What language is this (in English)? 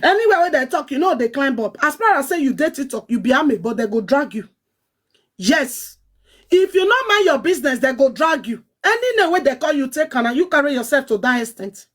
Nigerian Pidgin